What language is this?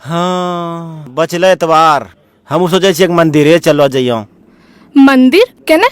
Angika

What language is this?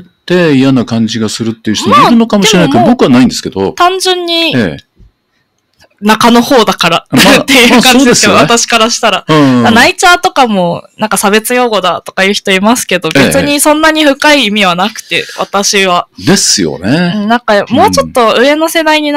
Japanese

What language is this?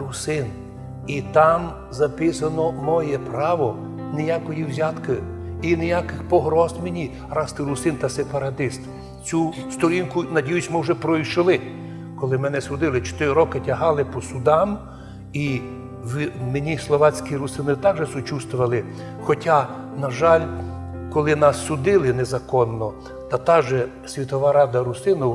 Rusyn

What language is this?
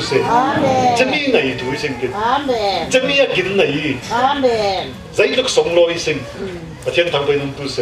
Falam Chin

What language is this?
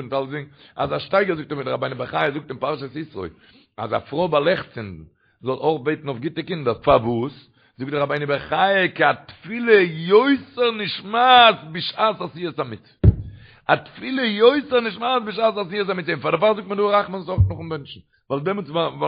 Yiddish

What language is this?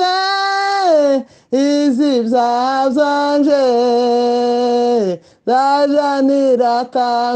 Kinyarwanda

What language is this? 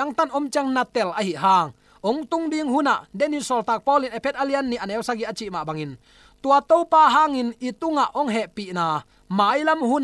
Tedim Chin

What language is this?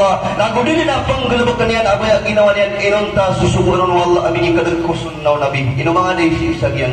Maranao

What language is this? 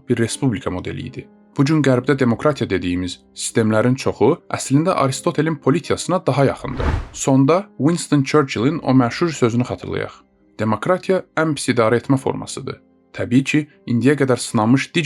Azerbaijani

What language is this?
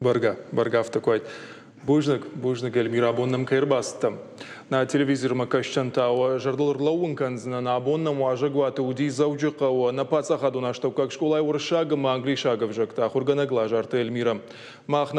Ossetic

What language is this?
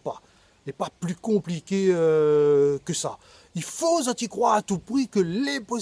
Réunion Creole French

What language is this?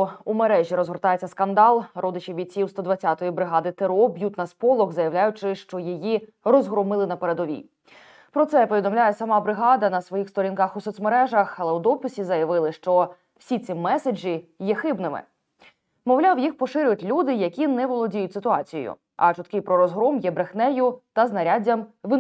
Ukrainian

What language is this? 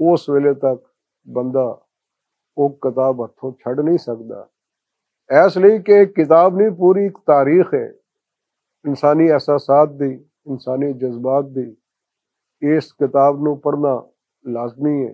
Western Panjabi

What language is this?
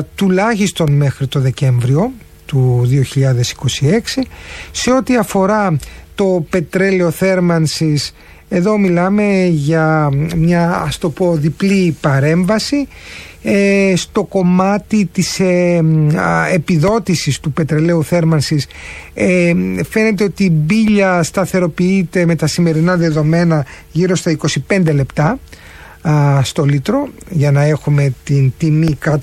Greek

